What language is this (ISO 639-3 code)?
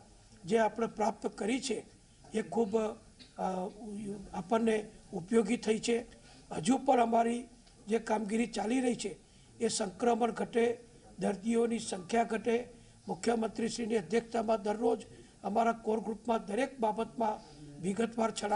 guj